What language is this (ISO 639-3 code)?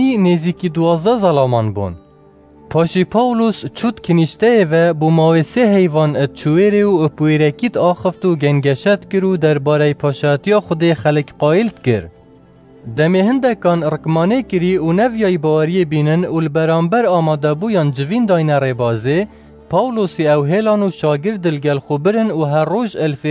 kur